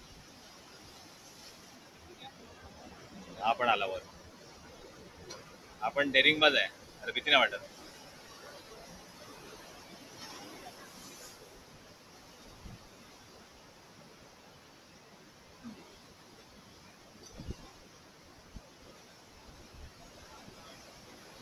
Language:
Marathi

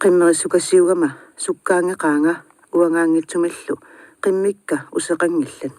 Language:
Kalaallisut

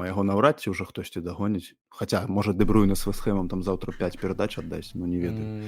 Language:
Belarusian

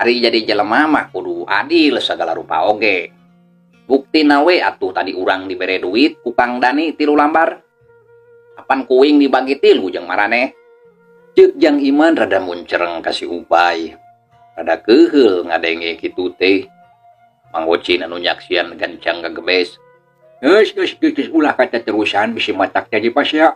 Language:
Sundanese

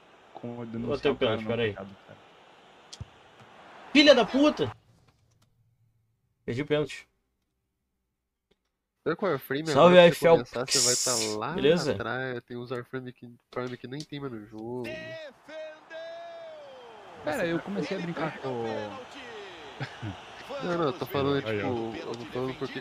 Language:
Portuguese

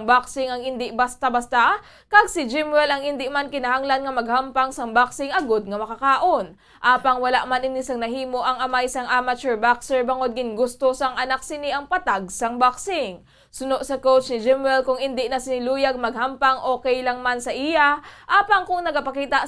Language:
Hiligaynon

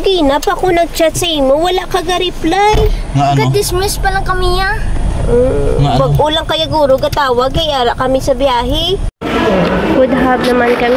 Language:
Hiligaynon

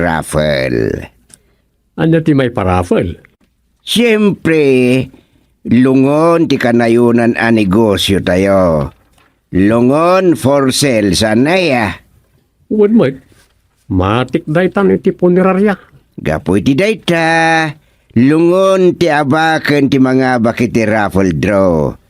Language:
Iloko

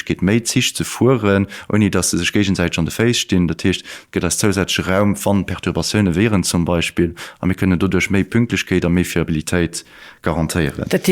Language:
Luxembourgish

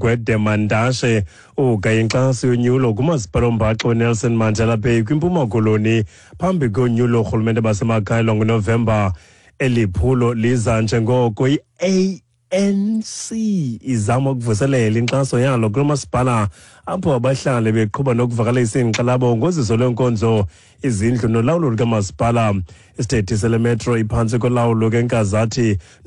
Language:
Xhosa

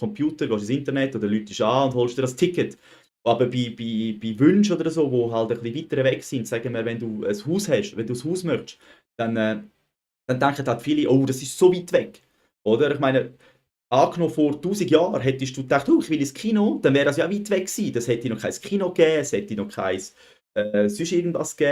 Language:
Swiss German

